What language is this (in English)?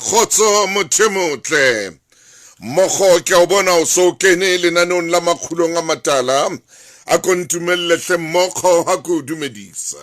Southern Sotho